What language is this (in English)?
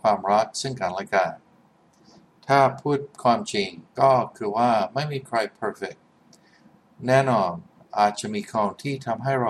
Thai